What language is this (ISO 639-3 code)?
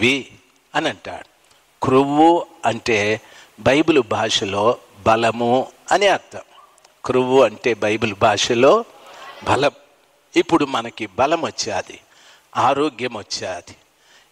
tel